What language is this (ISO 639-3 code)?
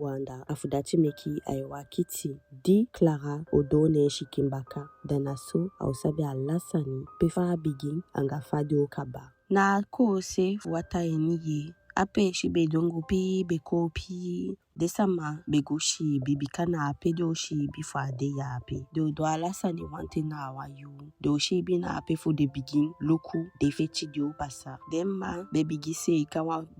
djk